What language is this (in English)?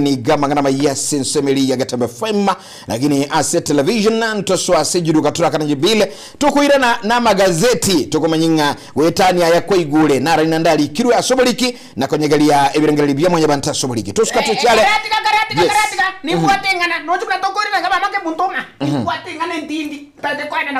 Gusii